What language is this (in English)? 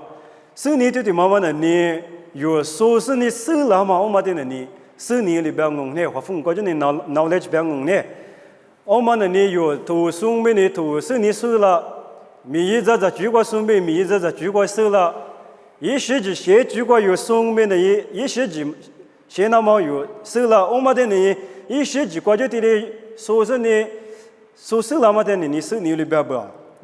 Lisu